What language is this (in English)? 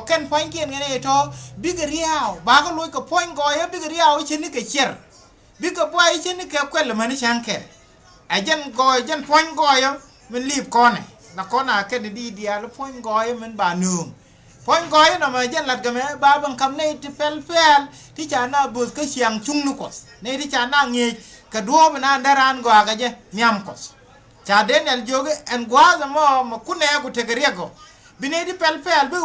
Nuer